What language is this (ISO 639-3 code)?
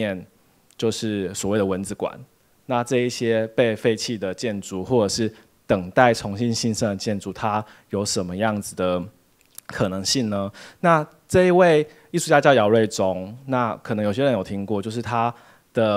zho